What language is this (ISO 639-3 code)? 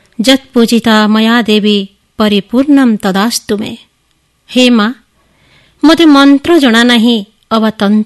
ori